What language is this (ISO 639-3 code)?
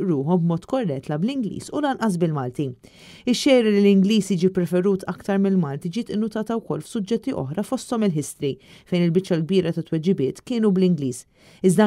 mlt